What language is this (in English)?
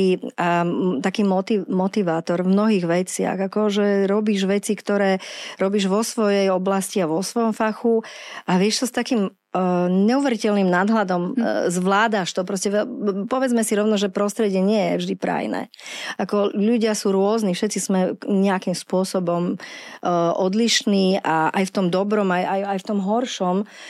Slovak